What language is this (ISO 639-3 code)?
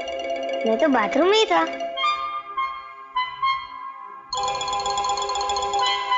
hin